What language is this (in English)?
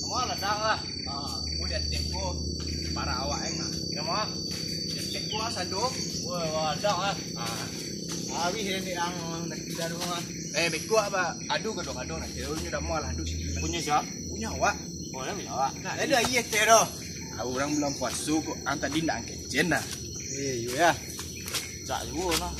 Minangkabau